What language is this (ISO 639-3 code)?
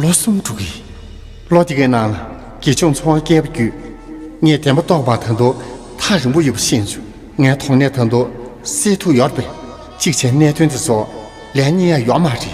bod